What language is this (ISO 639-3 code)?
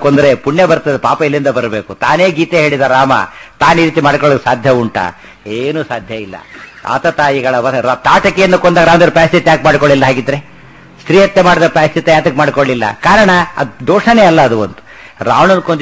kan